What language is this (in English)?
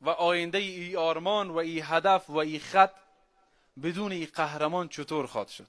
Persian